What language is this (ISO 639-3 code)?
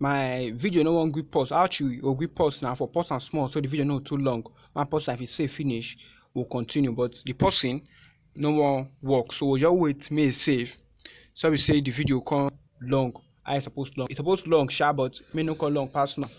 pcm